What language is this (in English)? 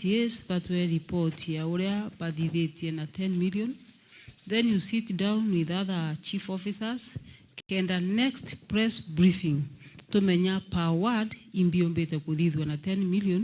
Meru